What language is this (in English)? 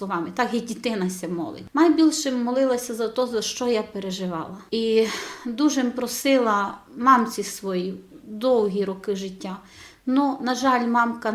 Rusyn